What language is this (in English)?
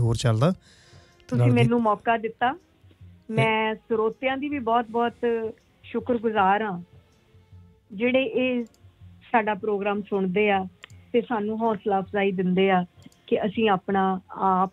Punjabi